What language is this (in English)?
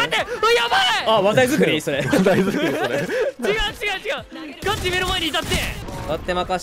Japanese